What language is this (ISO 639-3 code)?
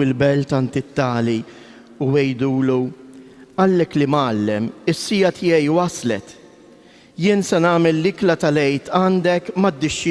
mlt